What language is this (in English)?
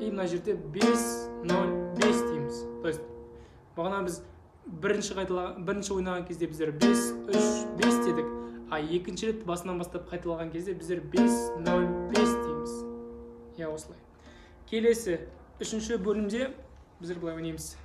Kazakh